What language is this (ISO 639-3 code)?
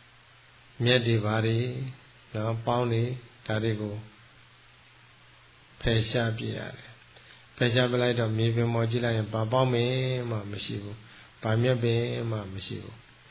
mya